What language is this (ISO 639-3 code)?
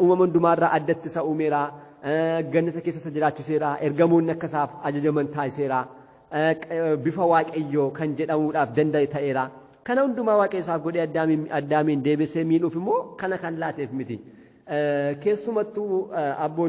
orm